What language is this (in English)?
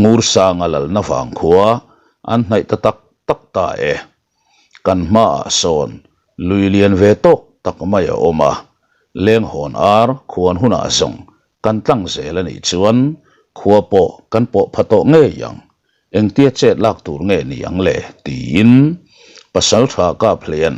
Mizo